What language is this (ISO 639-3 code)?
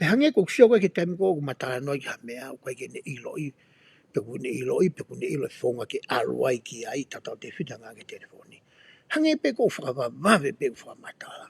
ton